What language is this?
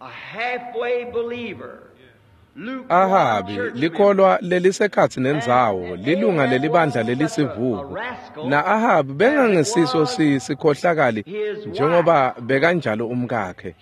Swati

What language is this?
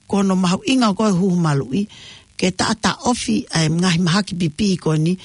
Tongan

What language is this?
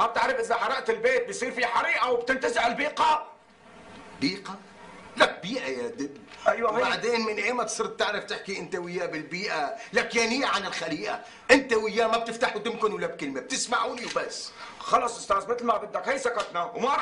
North Levantine Arabic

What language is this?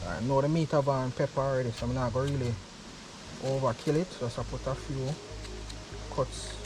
Jamaican Creole English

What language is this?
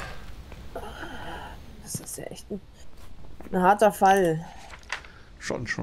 German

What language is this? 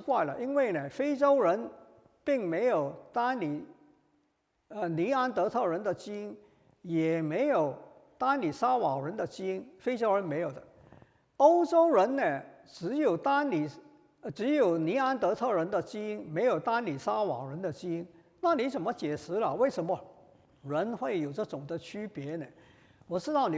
Chinese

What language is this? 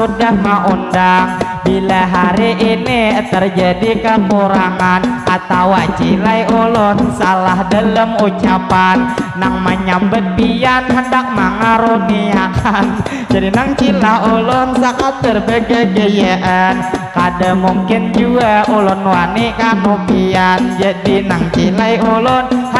Banjar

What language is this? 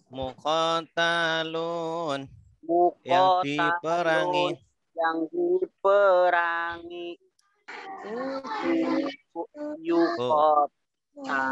Indonesian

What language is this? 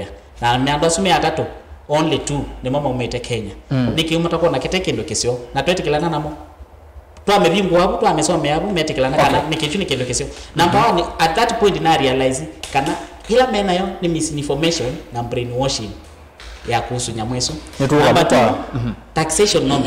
Kamba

